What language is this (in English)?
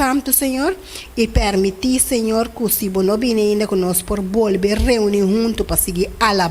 Papiamento